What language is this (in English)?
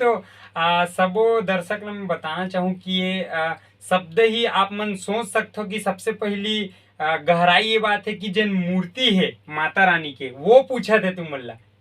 Chhattisgarhi